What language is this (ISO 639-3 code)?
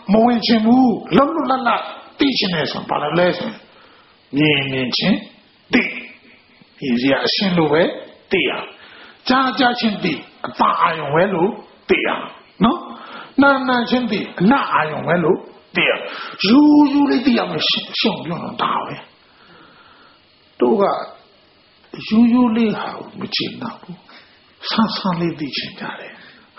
mya